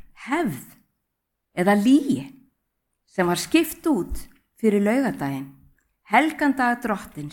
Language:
Icelandic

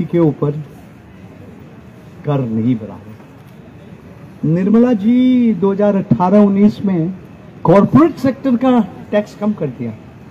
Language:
Hindi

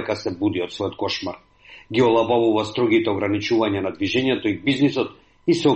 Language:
Macedonian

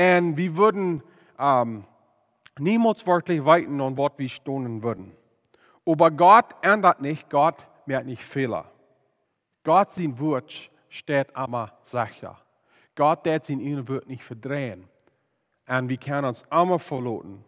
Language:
Plautdietsch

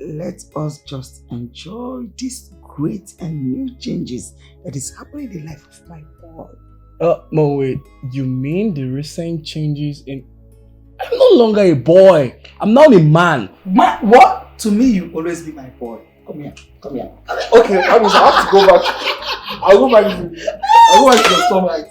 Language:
Nigerian Pidgin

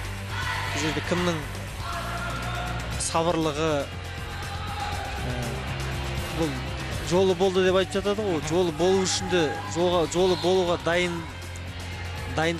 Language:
Kazakh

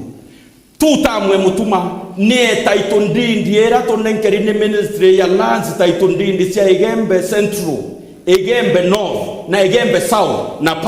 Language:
Meru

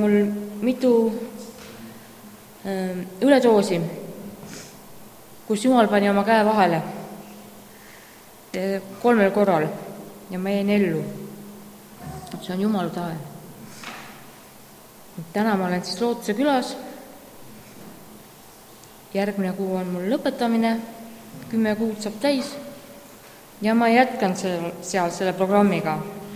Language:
Estonian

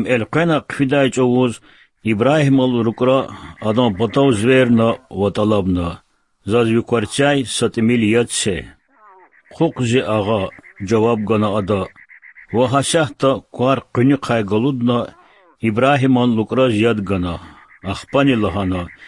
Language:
Lezghian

